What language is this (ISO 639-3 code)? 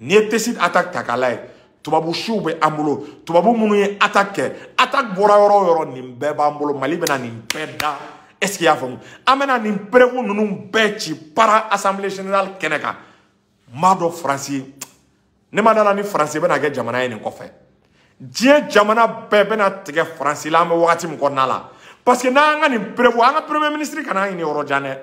bam